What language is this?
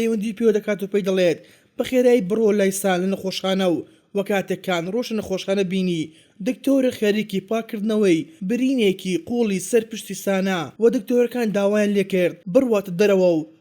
Central Kurdish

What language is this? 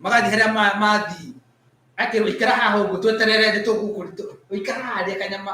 Kikuyu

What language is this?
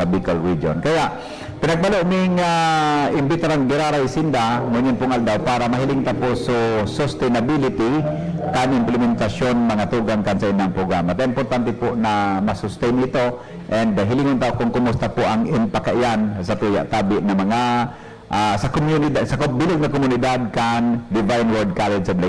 Bikol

